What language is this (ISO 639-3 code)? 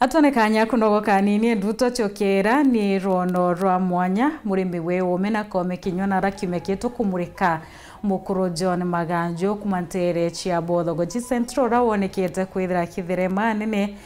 mer